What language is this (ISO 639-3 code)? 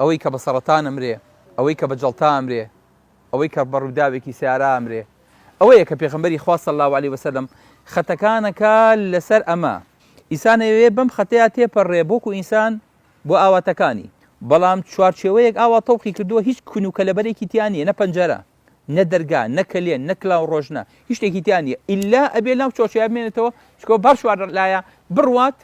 ckb